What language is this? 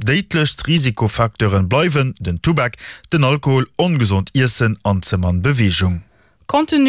Luxembourgish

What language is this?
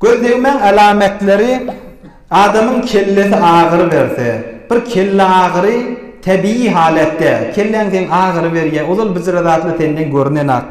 Turkmen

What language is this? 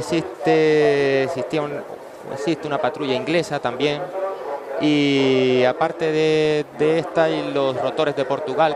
Spanish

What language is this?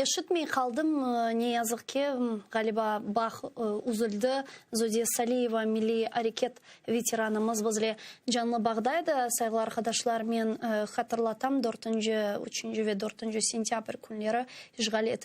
Crimean Tatar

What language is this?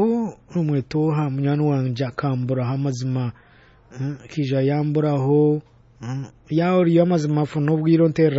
Nyoro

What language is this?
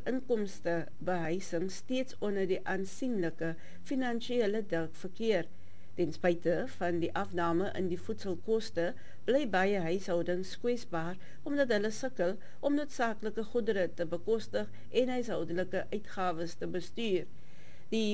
Afrikaans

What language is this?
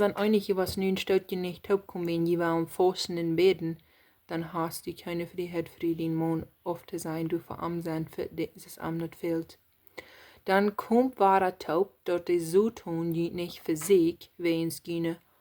Plautdietsch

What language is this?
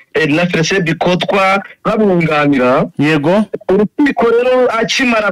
Kinyarwanda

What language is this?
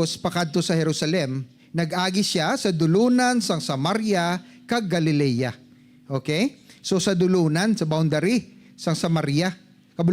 Hiligaynon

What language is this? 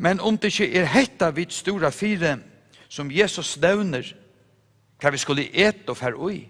Faroese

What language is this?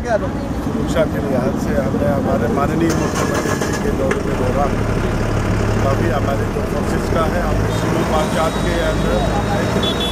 Hindi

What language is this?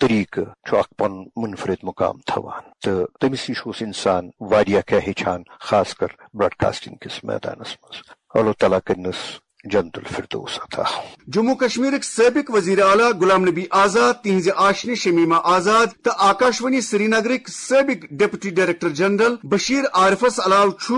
Kashmiri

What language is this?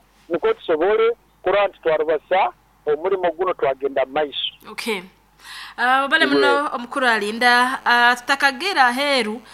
Nyoro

